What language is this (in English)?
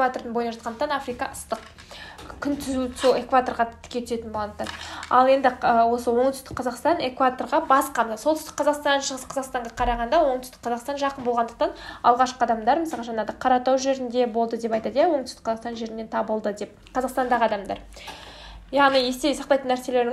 Kazakh